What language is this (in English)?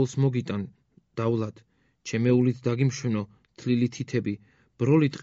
Georgian